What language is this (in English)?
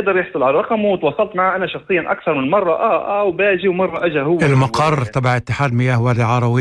North Levantine Arabic